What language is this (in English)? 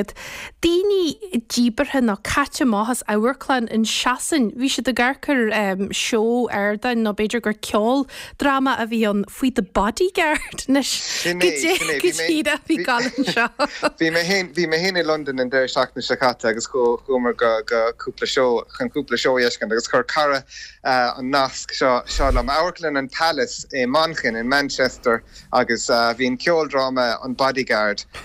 Irish